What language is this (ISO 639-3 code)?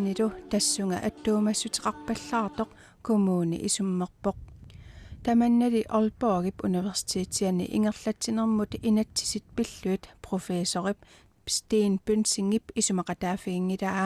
kal